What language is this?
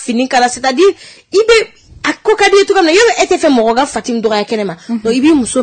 Bambara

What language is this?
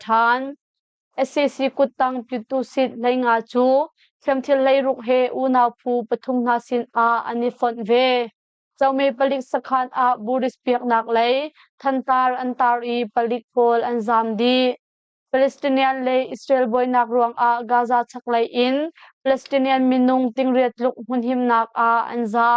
Hakha Chin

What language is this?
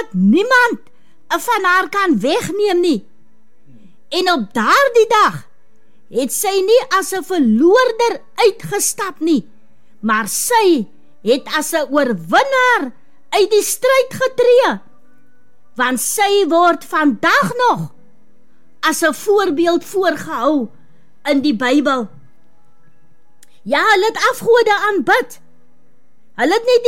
Afrikaans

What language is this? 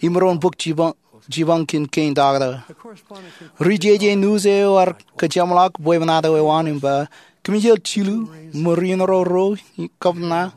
Marshallese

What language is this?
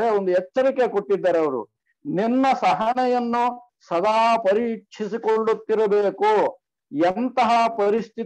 Kannada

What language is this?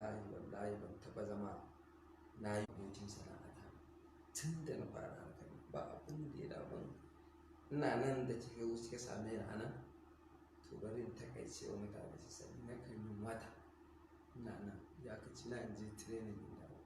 Hausa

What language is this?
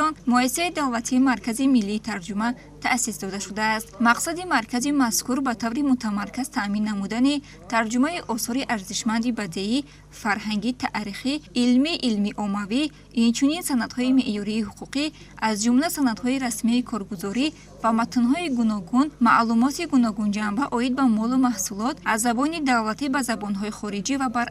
Tajik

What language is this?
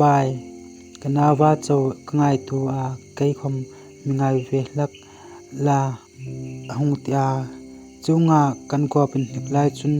Hmar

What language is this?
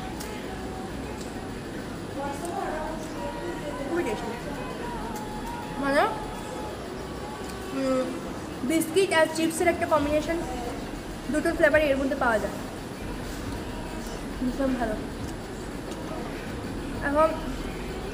Bangla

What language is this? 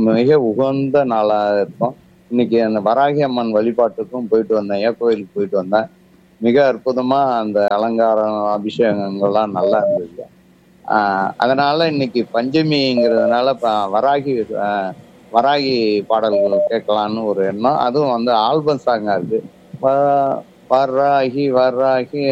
Tamil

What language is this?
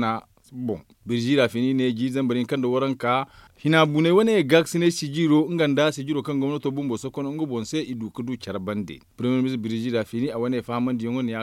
Zarma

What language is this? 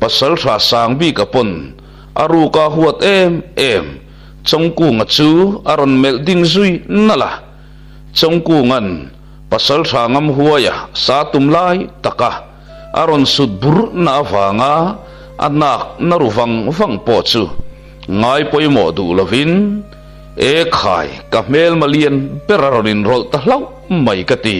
Mizo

